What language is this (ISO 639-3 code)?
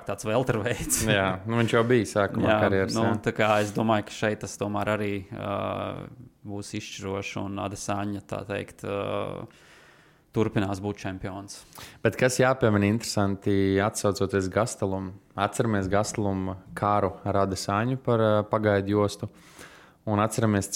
lav